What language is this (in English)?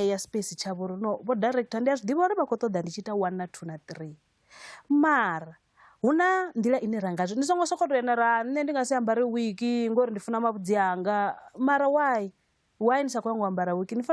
Venda